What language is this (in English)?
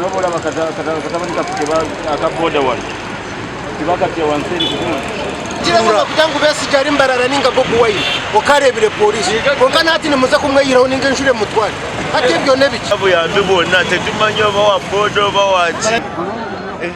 Nyankole